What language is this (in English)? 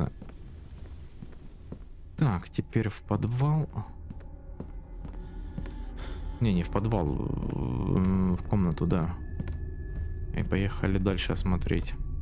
Russian